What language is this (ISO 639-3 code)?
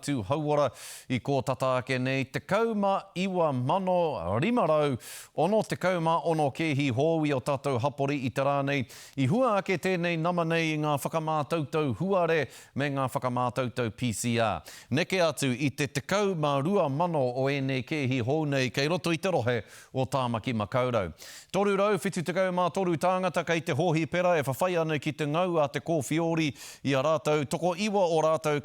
mri